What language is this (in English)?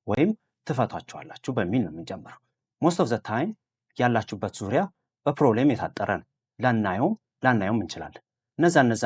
Amharic